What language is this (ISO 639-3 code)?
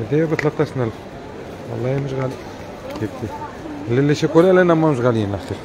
aeb